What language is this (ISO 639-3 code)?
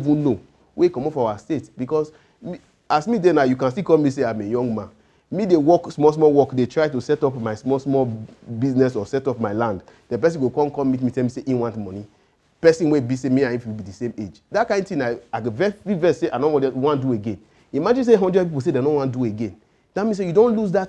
pcm